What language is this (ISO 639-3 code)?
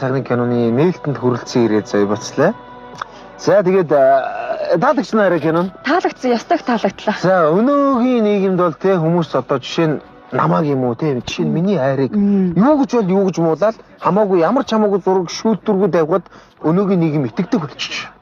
mon